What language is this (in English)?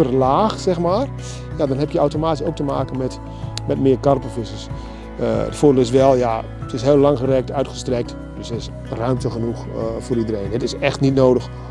Dutch